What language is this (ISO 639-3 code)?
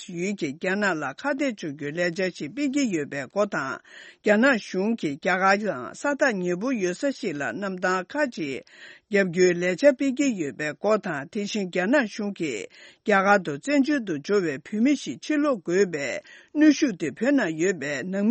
bod